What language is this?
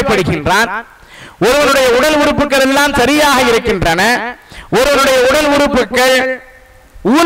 Tamil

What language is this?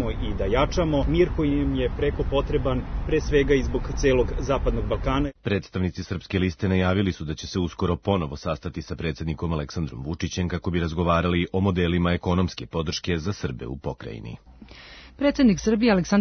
Serbian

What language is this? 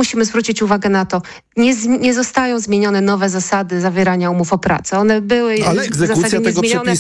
Polish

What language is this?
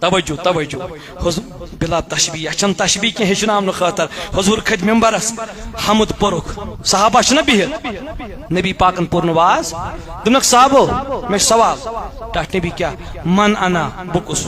Kashmiri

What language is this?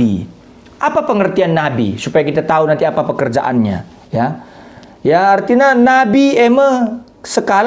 Batak Karo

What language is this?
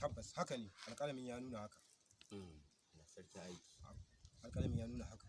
Hausa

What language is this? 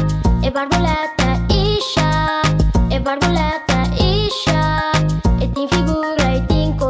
Papiamento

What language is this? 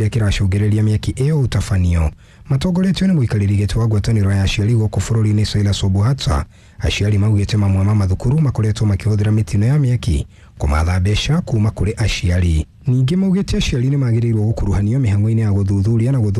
Kikuyu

